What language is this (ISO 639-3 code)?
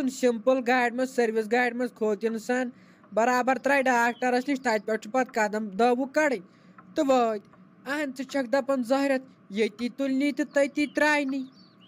kas